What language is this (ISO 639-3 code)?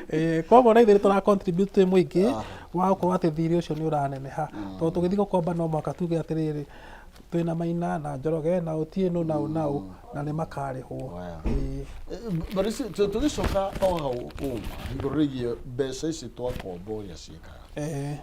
kik